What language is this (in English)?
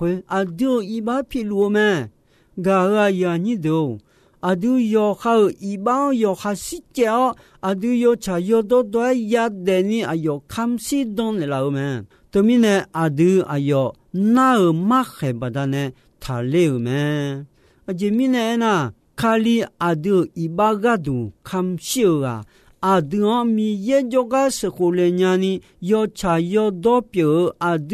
Akha